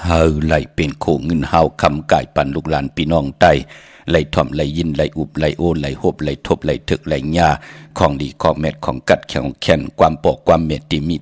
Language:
Shan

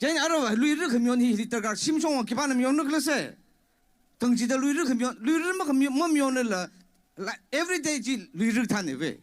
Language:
Tangkhul Naga (India)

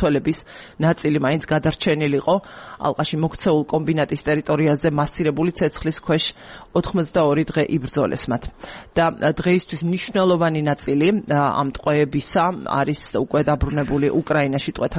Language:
Georgian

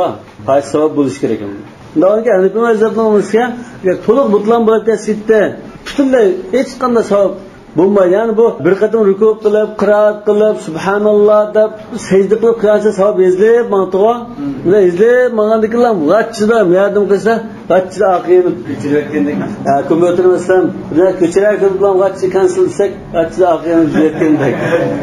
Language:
Uyghur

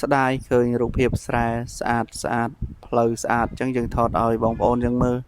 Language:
Khmer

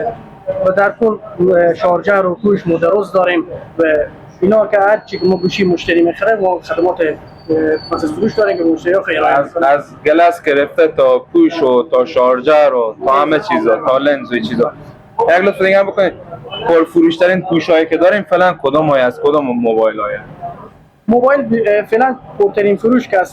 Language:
Persian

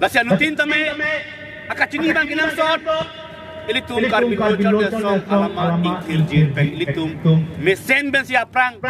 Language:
Karbi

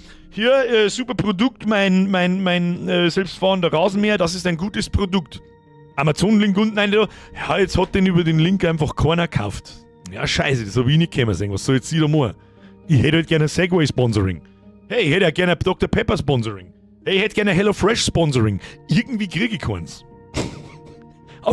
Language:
Bavarian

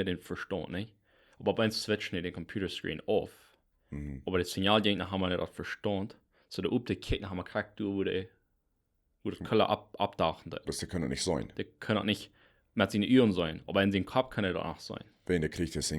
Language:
Plautdietsch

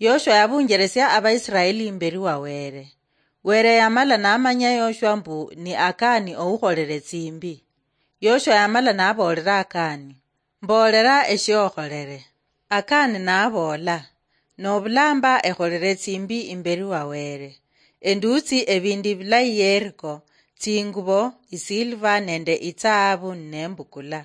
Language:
Luyia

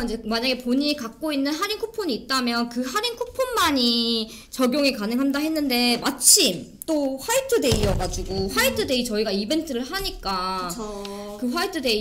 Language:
Korean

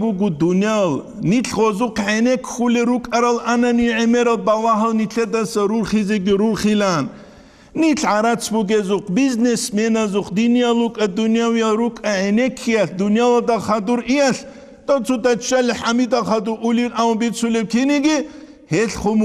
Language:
Avaric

